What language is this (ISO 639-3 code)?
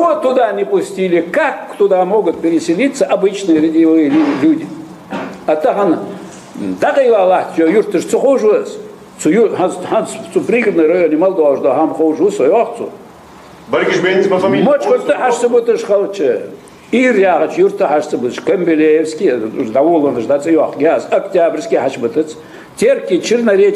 inh